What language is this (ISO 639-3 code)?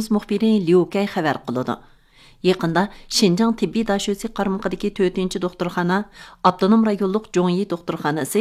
uig